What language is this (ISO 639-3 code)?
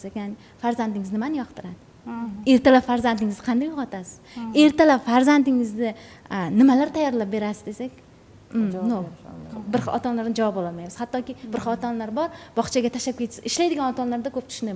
uzb